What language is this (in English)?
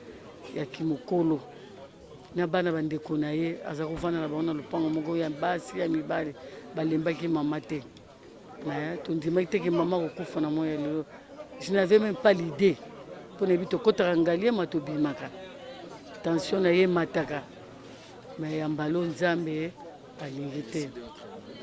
Lingala